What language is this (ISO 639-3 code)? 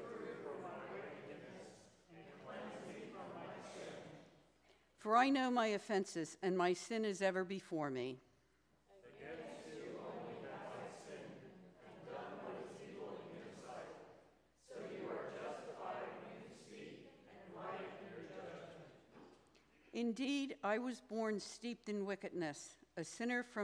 eng